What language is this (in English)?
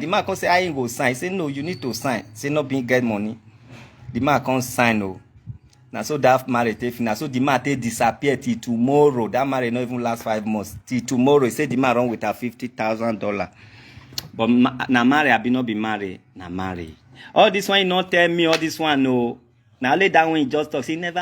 Nigerian Pidgin